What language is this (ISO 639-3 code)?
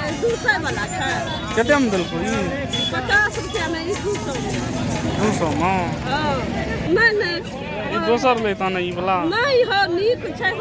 mai